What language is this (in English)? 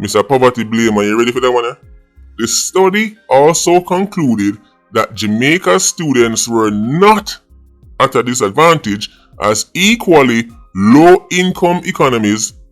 Jamaican Creole English